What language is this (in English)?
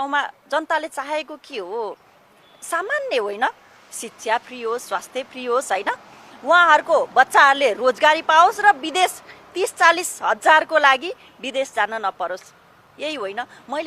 Nepali